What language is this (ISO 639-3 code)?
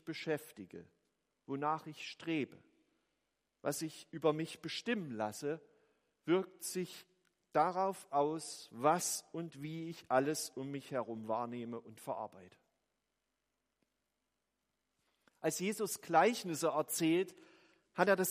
deu